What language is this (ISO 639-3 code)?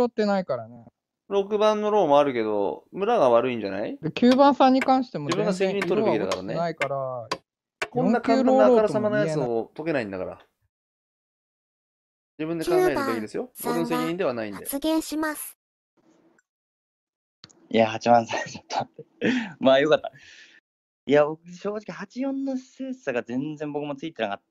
jpn